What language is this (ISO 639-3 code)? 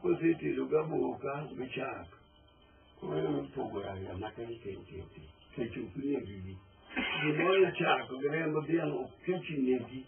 luo